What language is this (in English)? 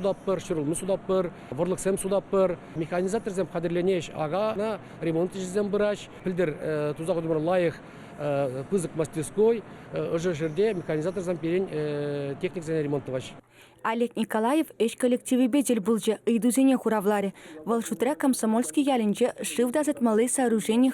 Chuvash